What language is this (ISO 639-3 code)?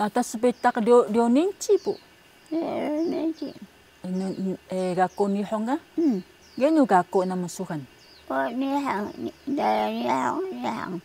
trv